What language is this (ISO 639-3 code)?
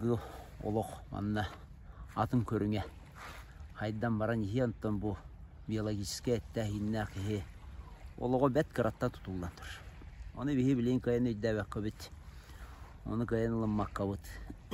sah